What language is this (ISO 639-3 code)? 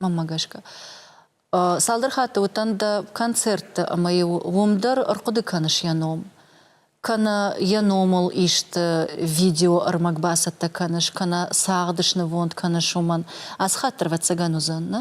oss